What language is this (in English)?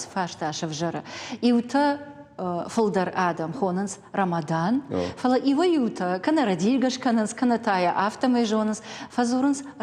Ossetic